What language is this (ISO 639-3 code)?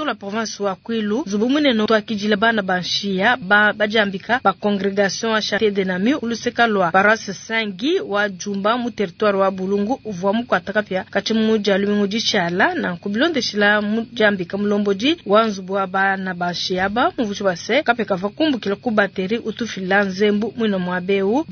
lua